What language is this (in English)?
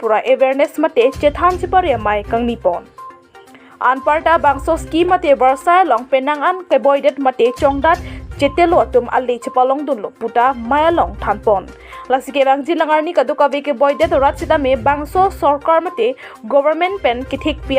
Karbi